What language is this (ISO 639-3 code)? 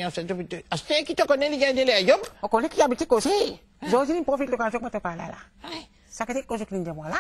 mfe